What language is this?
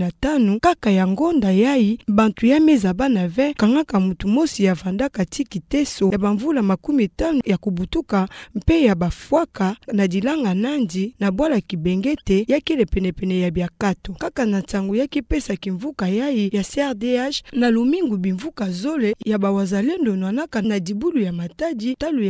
Kituba (Democratic Republic of Congo)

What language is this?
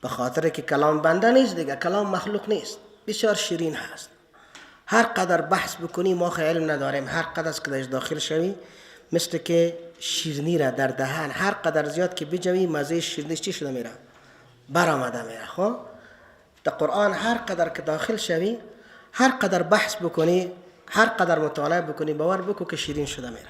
Persian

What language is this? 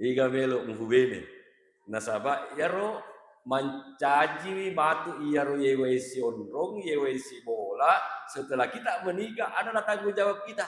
Buginese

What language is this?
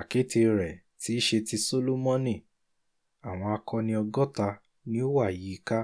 Yoruba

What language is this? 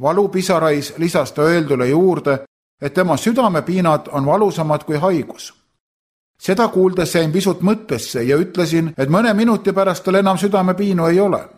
Estonian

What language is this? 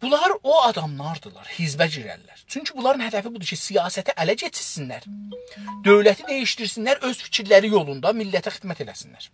South Azerbaijani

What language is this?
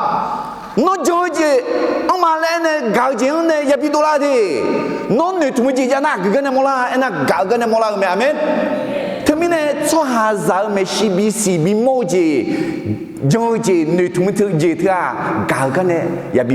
Akha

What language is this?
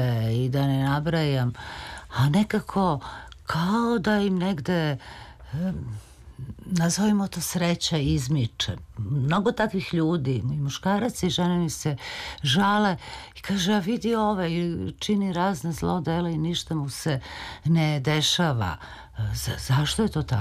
Serbian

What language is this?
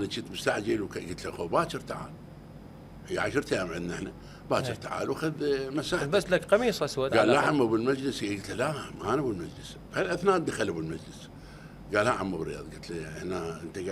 Mesopotamian Arabic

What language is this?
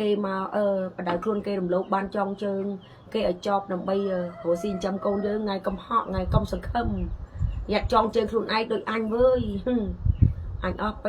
Khmer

